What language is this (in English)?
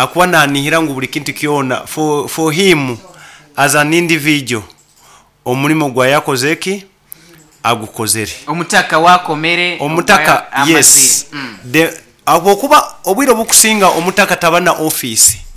Nyoro